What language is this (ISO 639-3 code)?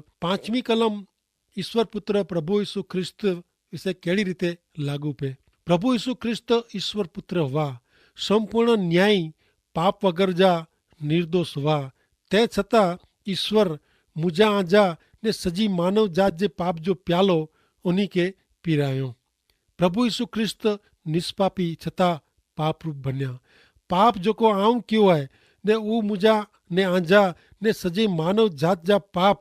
kfr